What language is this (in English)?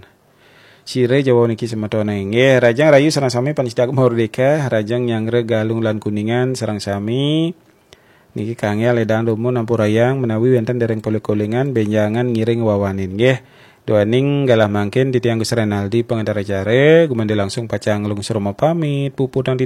Balinese